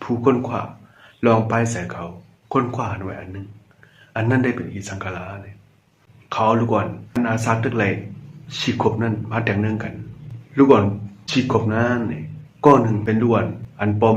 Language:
Shan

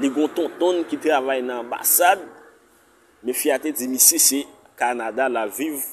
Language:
Haitian Creole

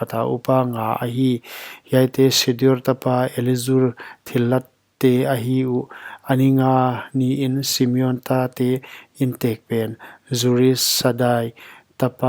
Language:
Paite Chin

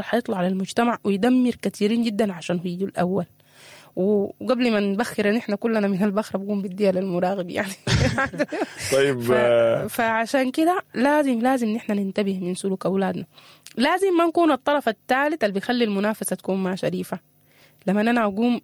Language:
Sudanese Arabic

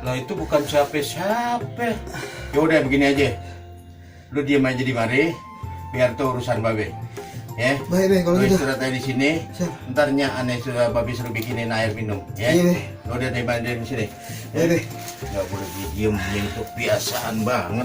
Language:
Betawi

